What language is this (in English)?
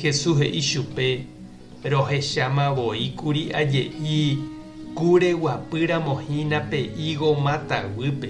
Guarani